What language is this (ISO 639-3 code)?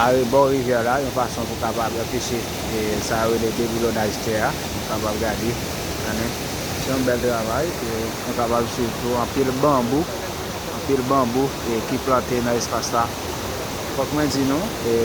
hat